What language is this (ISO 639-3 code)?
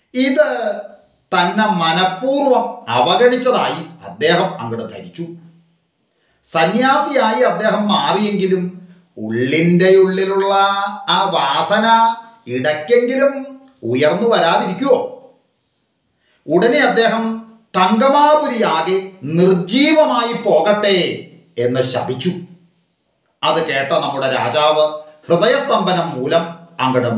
mal